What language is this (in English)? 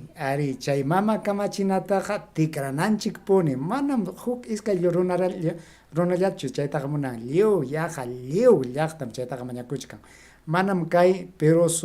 Ayacucho Quechua